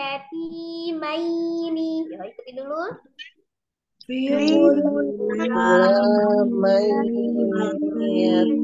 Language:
Indonesian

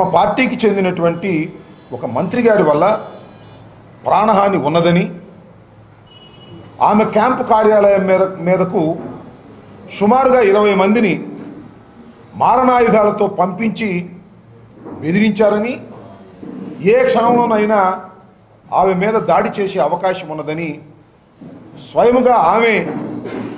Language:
Telugu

